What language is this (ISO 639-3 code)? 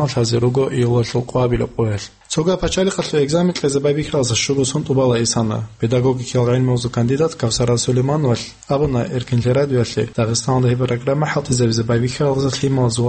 ava